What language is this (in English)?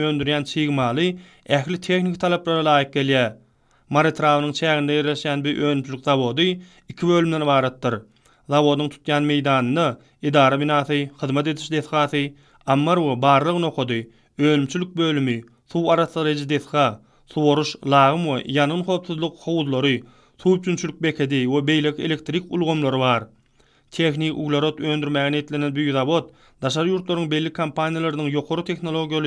Turkmen